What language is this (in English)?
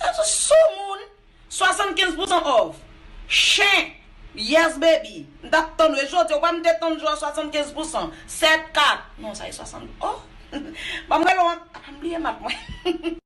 Haitian Creole